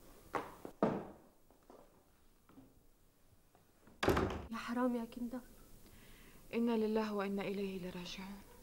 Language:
North Levantine Arabic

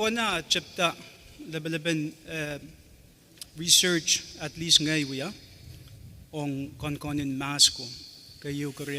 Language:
Pohnpeian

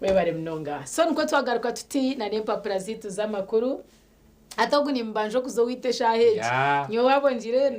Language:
Nyankole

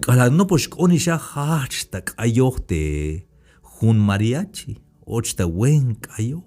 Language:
Tzeltal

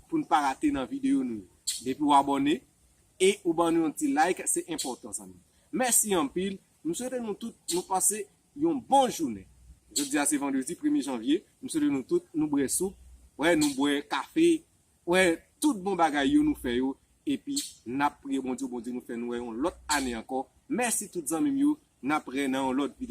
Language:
Haitian Creole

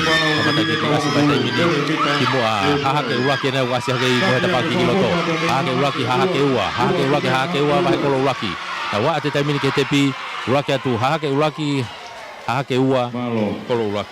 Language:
Tongan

